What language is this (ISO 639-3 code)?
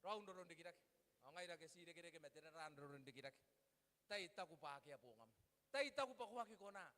gil